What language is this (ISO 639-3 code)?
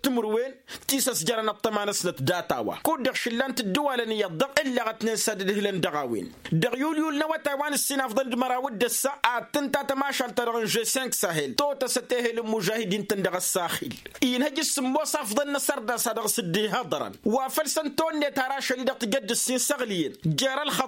taq